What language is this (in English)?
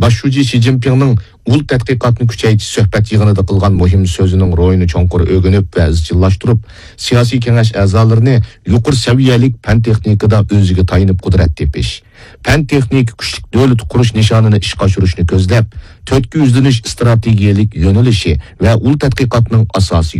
Uyghur